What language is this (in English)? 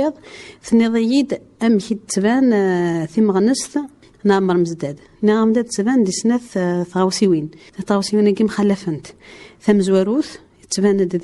Kabyle